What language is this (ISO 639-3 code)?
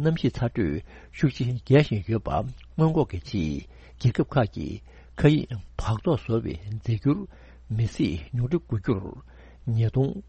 bod